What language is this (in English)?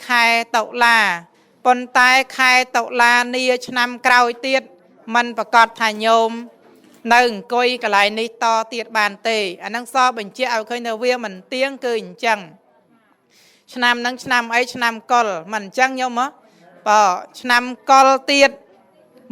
Khmer